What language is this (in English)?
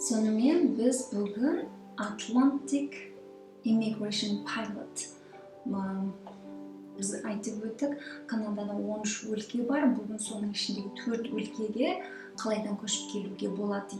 Kazakh